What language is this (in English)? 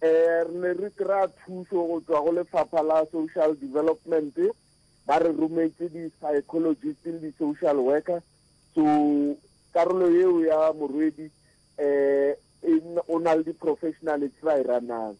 Northern Sotho